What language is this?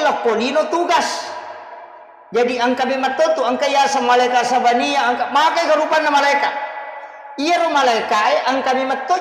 Buginese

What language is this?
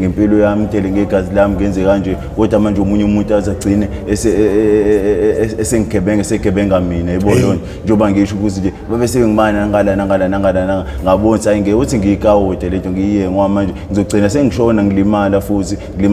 Zulu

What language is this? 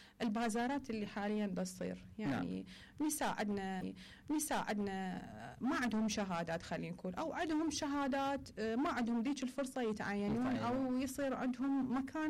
Mesopotamian Arabic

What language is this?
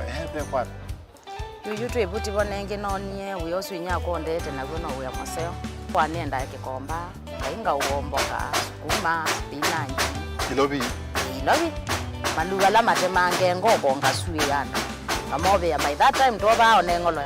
Kamba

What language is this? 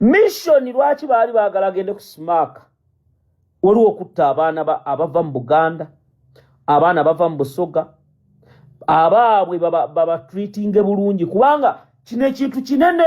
Ganda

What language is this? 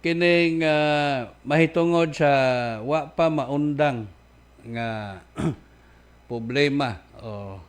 Cebuano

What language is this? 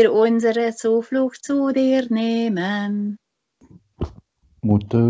German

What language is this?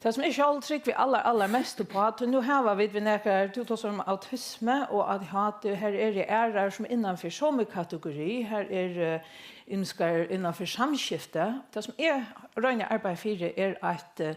Faroese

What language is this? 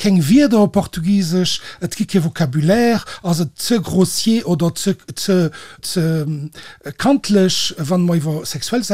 Luxembourgish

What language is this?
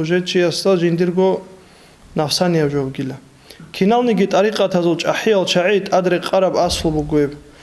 Avaric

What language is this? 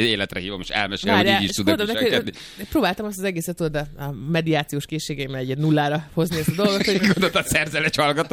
Hungarian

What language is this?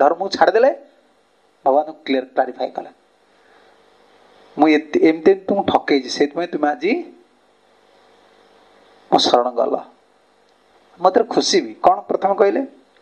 Odia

